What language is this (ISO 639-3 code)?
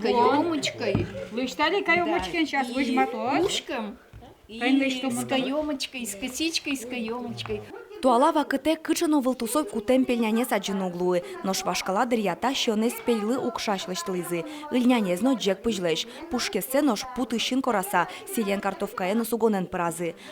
udm